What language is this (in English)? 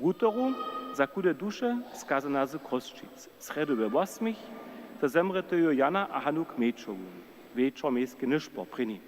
Upper Sorbian